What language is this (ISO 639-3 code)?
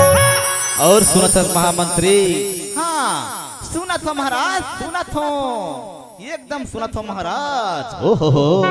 hne